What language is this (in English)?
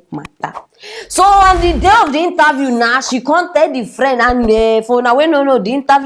Nigerian Pidgin